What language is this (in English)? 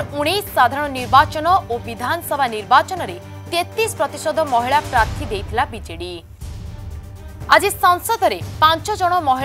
Odia